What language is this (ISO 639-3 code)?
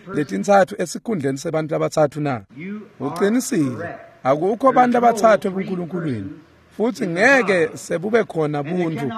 ssw